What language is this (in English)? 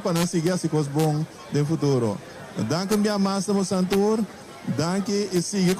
Papiamento